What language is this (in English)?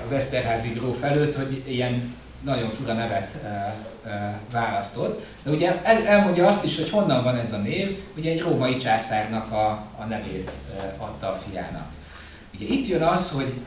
Hungarian